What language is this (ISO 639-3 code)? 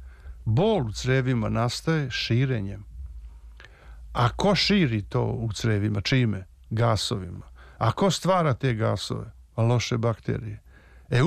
srp